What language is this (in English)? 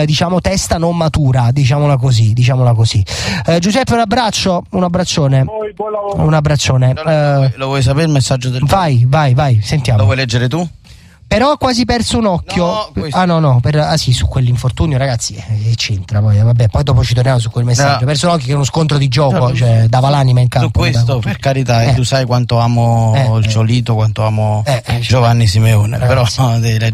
Italian